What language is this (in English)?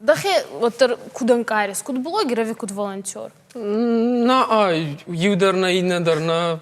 Ossetic